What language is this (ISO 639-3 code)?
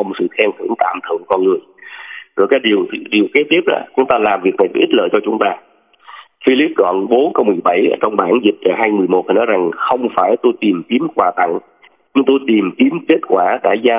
vie